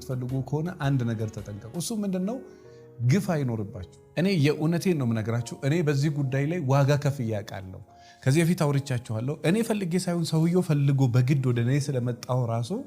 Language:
Amharic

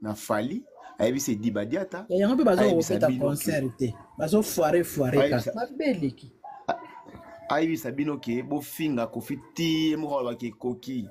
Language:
Lingala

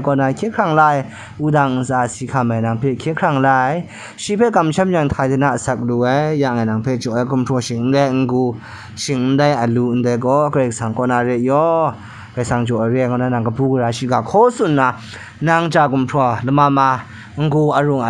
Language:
Kachin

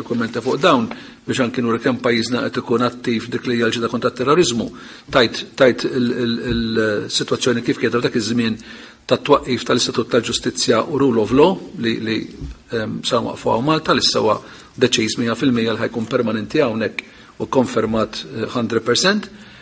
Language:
Maltese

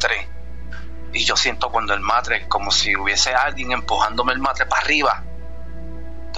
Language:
Spanish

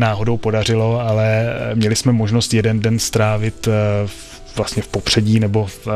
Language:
Czech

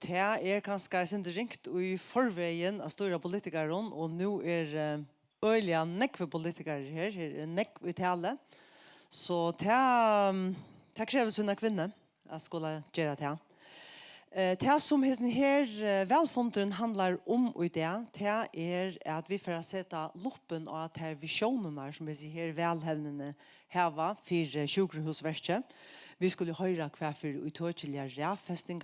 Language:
Faroese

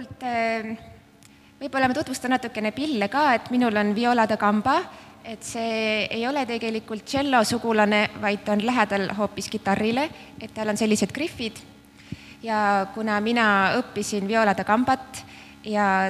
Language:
Estonian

